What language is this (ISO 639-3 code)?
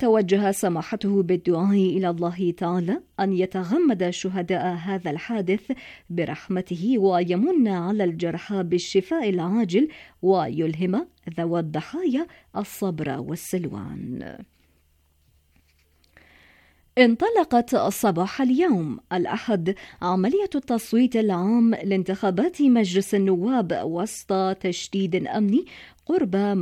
ara